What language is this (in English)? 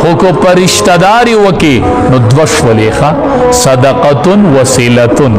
Pashto